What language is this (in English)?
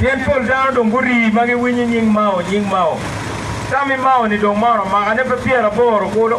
Acoli